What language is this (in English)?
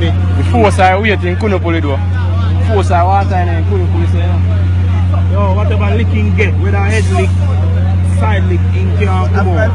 Jamaican Creole English